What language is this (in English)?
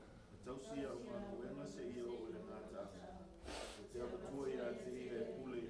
Samoan